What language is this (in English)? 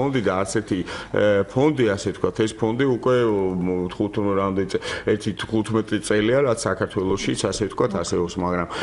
Georgian